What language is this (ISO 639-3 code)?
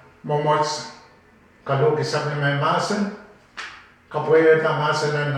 pon